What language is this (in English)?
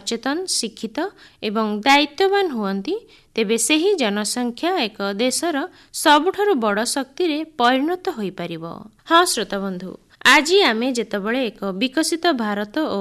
Odia